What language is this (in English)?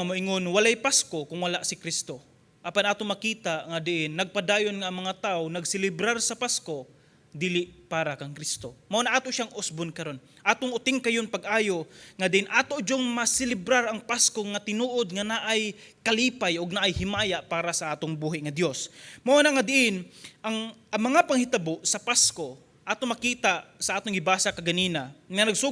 Cebuano